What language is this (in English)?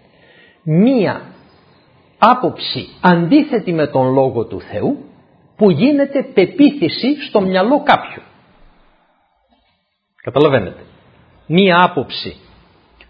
Greek